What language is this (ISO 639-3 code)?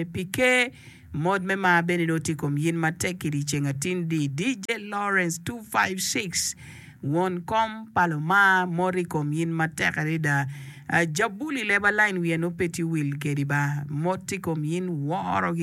ach